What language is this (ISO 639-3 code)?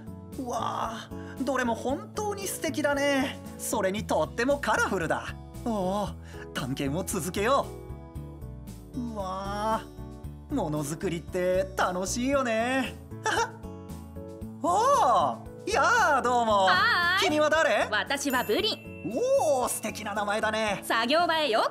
jpn